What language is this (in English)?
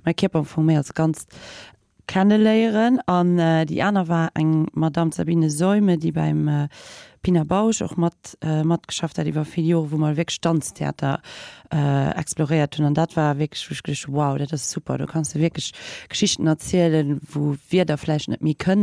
Luxembourgish